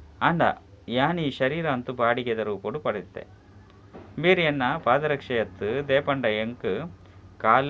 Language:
Tulu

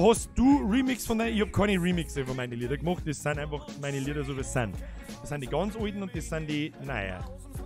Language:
Bavarian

